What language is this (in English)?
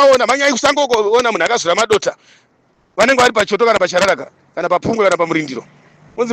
Shona